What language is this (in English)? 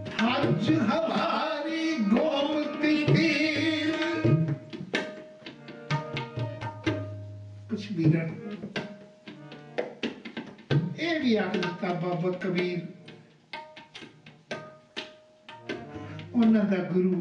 Punjabi